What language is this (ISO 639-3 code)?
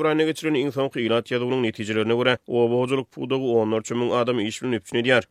tuk